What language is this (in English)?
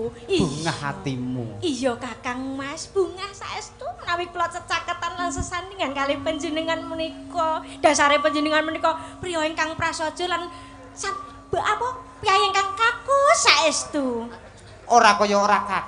Javanese